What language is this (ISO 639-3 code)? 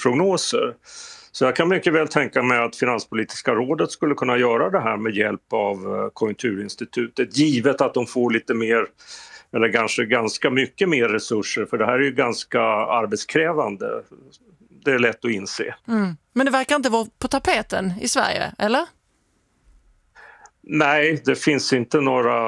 swe